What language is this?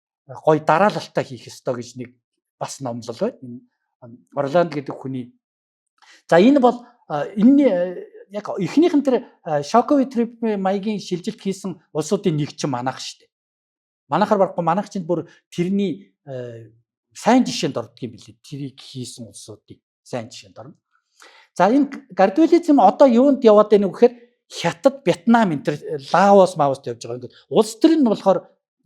Mongolian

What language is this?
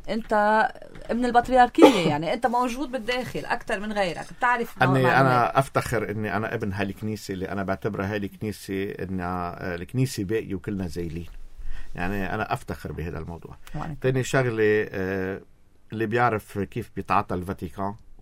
North Levantine Arabic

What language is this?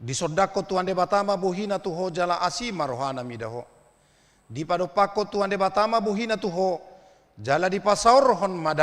Batak Toba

